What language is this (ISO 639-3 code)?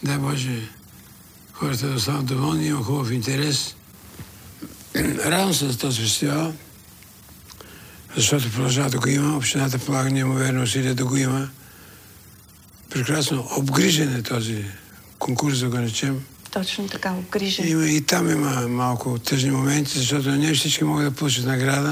bul